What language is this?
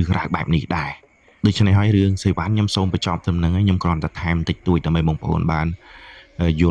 Khmer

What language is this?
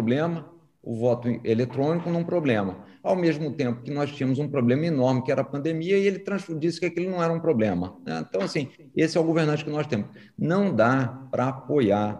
Portuguese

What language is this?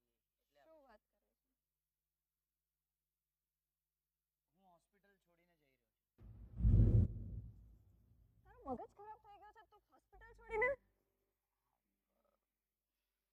Gujarati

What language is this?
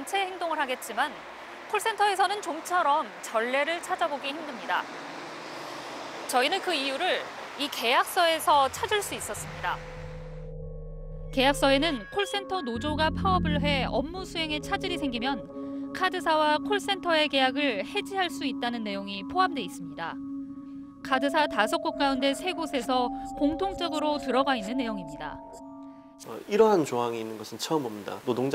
Korean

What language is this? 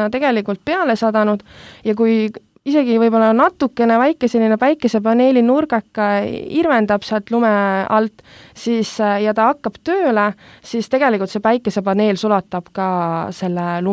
Estonian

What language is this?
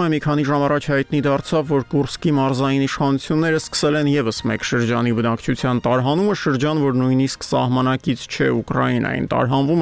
Armenian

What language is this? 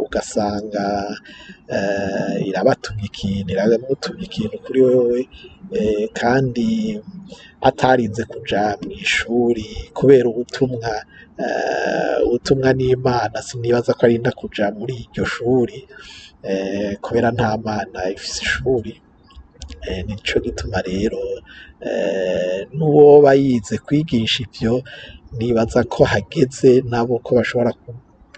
Rundi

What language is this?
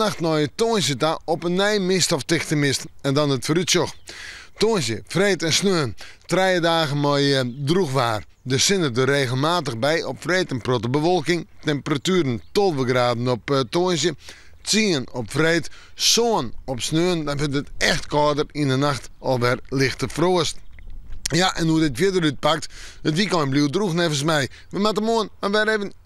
Western Frisian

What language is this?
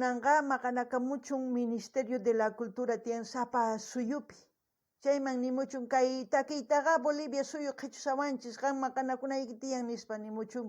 South Bolivian Quechua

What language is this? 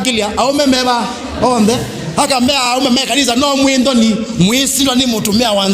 Kamba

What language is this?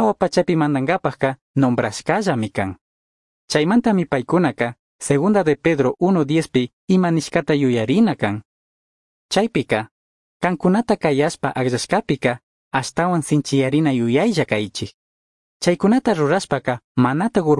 Chimborazo Highland Quichua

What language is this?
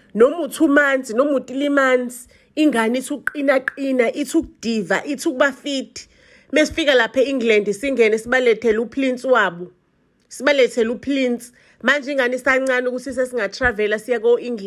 Zulu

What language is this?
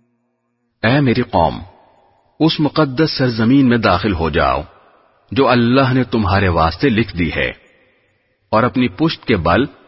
Urdu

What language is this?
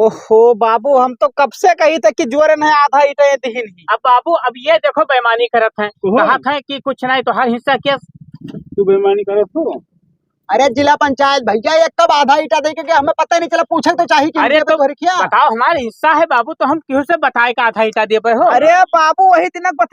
Awadhi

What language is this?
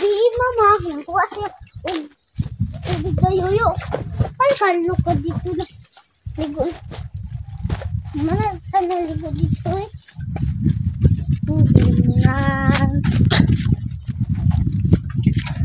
Filipino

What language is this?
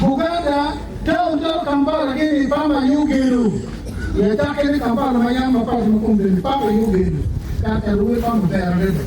Acoli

